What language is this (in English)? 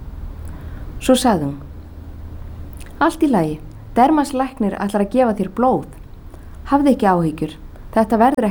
Icelandic